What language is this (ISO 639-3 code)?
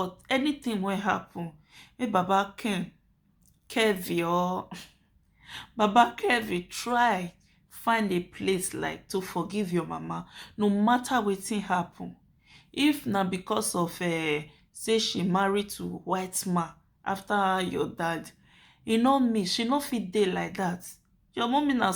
pcm